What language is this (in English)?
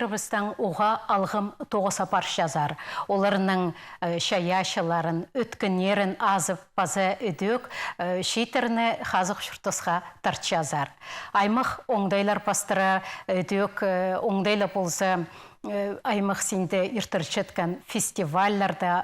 Khakas